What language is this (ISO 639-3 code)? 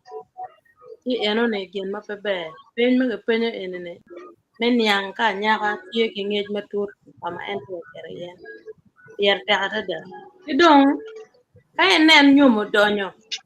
ach